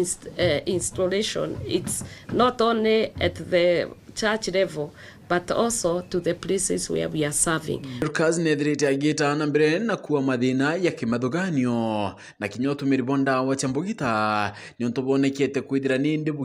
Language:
Meru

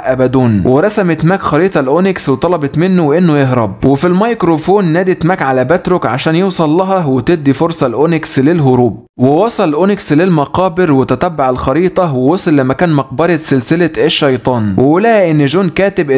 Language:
Egyptian Arabic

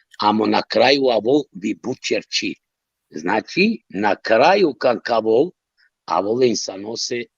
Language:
Balkan Romani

